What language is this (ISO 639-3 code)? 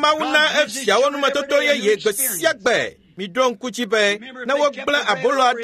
ewe